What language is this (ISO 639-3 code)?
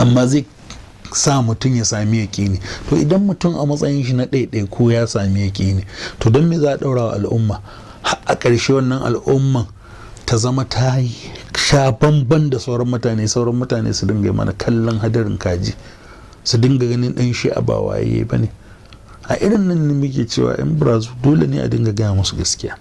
hau